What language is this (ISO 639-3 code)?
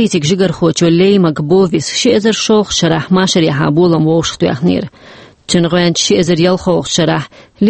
che